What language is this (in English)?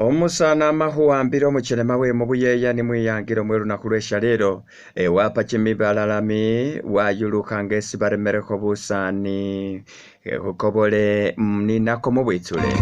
Masaaba